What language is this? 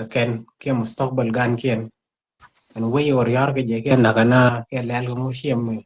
Nuer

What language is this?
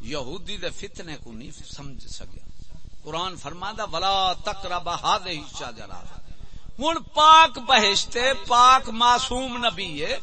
Saraiki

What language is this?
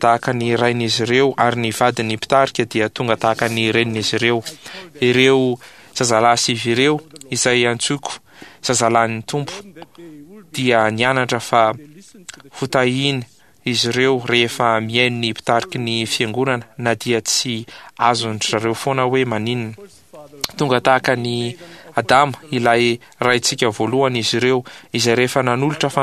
Malagasy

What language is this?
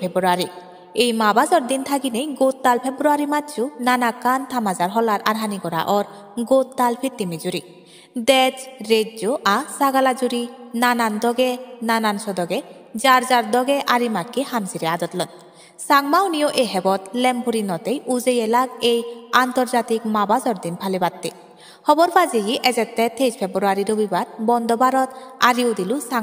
Chakma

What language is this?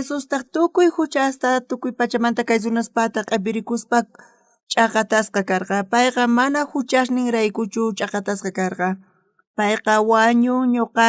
South Bolivian Quechua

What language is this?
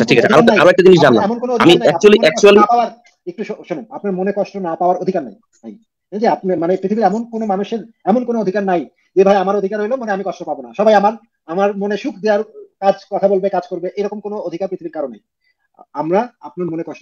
Bangla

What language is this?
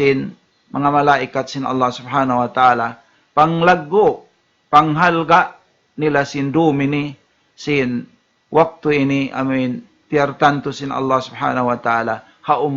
Tausug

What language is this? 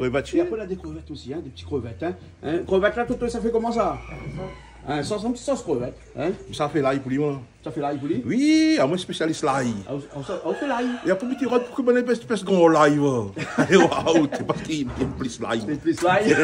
Réunion Creole French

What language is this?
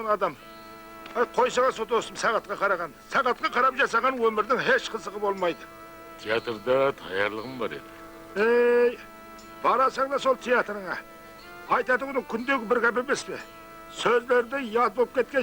Kara-Kalpak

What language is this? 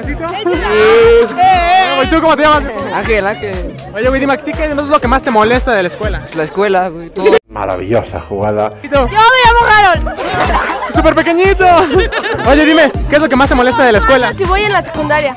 Spanish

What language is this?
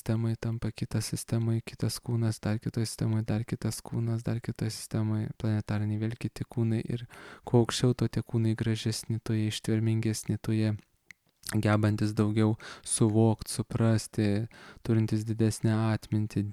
Lithuanian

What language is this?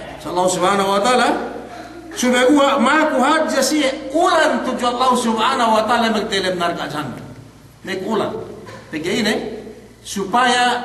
Yakan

